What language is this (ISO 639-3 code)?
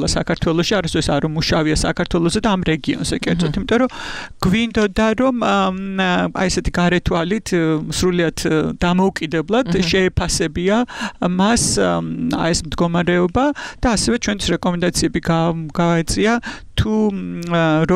kat